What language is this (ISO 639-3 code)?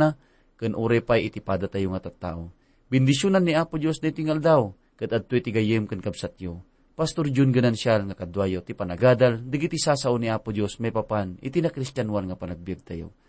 ilo